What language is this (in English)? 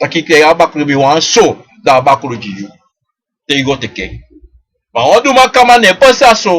Sranan Tongo